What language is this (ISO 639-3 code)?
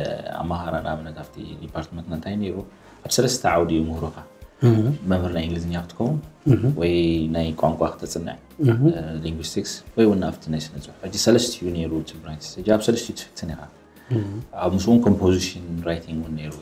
tir